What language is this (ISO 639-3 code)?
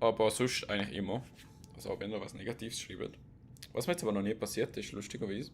gsw